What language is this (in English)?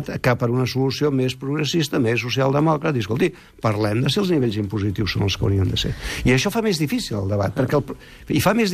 Catalan